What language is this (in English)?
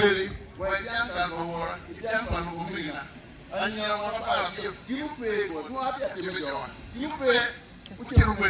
Acoli